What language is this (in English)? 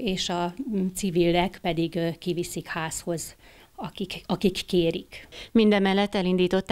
Hungarian